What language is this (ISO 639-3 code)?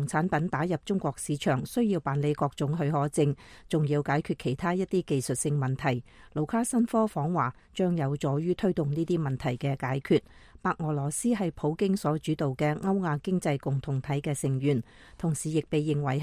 yue